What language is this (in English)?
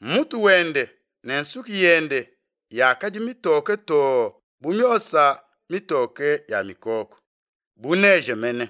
Luba-Lulua